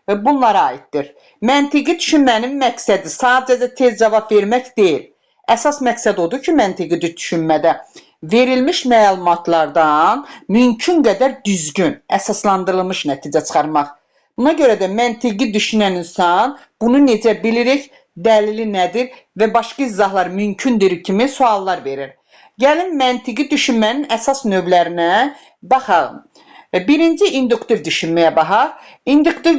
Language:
Azerbaijani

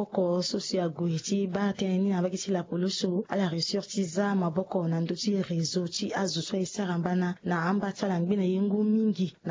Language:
Sango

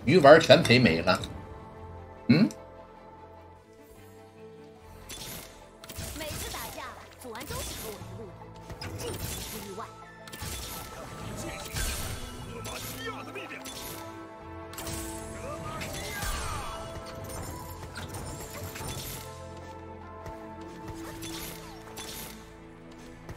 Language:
Chinese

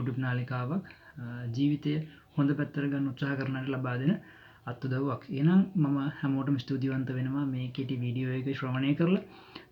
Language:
Sinhala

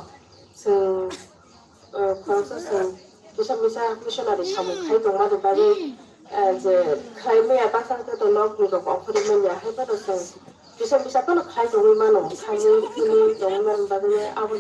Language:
Kok Borok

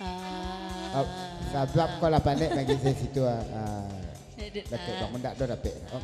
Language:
Minangkabau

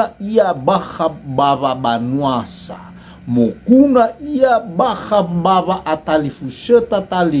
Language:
Nias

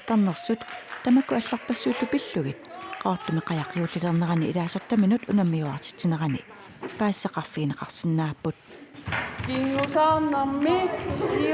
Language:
Kalaallisut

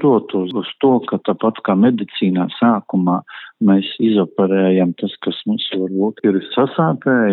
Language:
Latvian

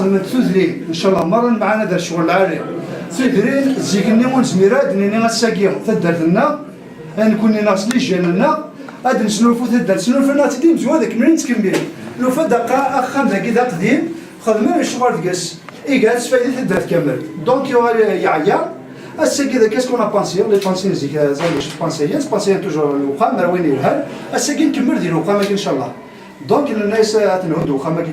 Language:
Kabyle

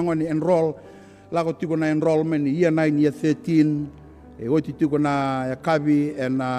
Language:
Fijian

